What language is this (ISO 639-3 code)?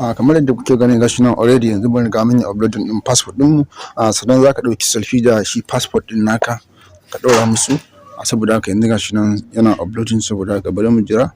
hau